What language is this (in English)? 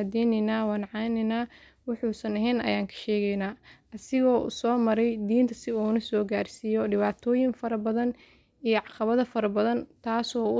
Somali